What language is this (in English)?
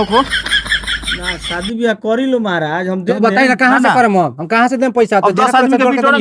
Bhojpuri